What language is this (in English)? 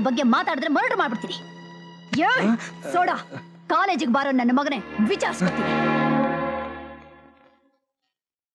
Kannada